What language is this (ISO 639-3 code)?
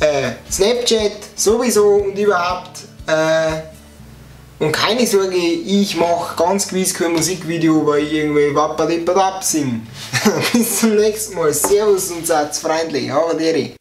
bar